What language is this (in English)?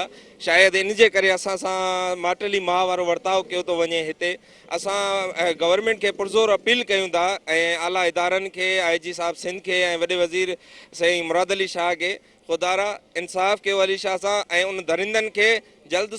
Sindhi